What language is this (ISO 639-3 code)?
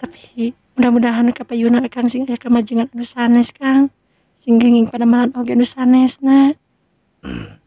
sun